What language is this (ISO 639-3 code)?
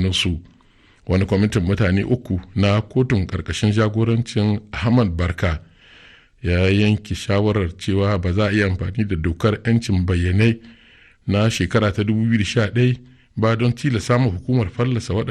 hau